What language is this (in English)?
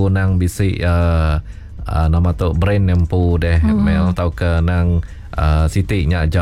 Iban